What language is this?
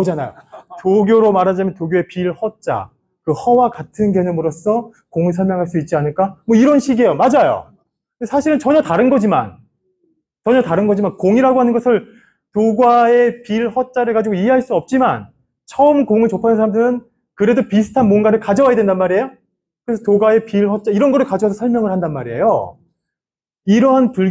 Korean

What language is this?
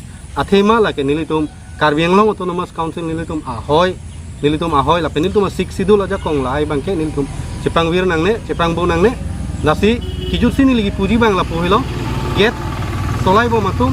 Karbi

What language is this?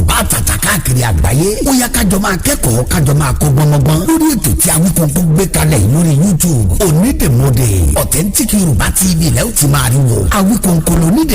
Yoruba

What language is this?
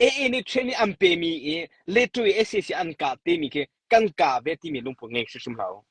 Hakha Chin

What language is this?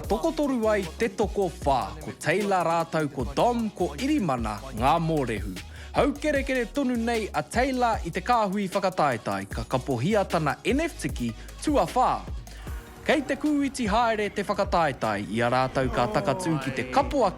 Māori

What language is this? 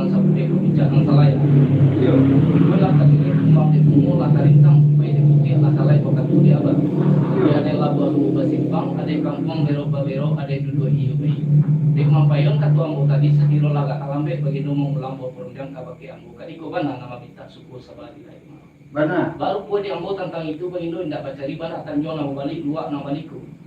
Minangkabau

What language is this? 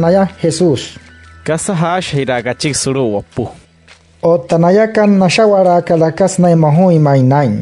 Wayuu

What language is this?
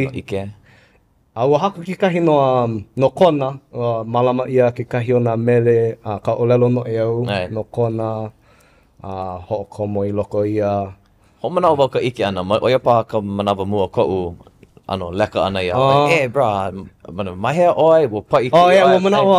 Hawaiian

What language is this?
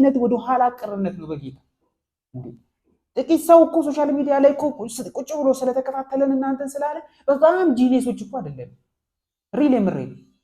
Amharic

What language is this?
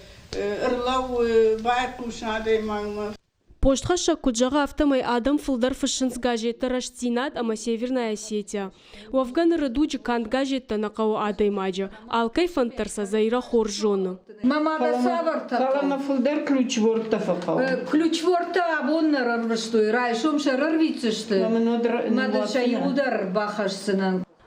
Ossetic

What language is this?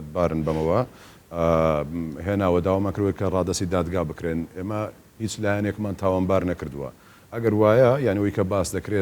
Central Kurdish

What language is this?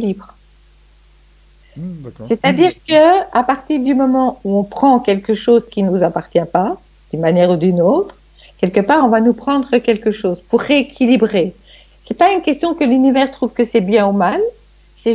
French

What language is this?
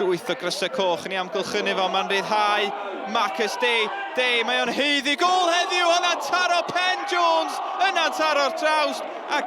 Welsh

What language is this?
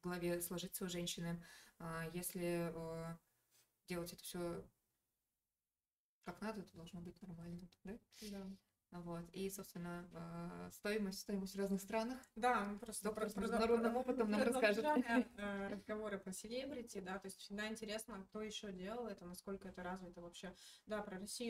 Russian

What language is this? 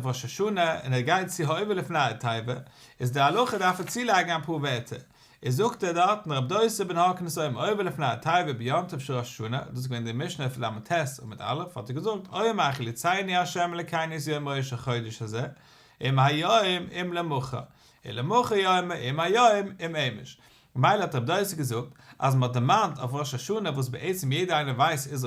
Yiddish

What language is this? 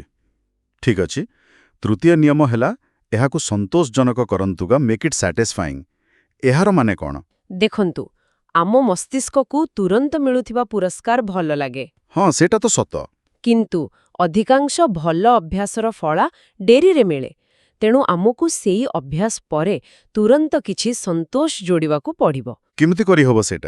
Odia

